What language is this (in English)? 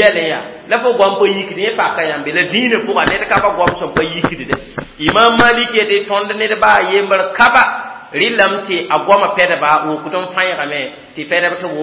Mossi